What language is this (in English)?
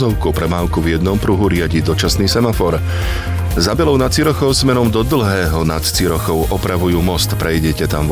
Slovak